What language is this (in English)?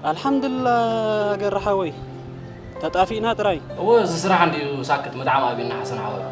Tigrinya